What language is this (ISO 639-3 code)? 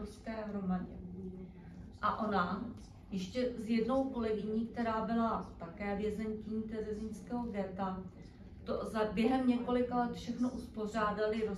ces